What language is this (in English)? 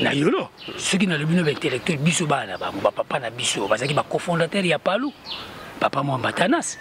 Lingala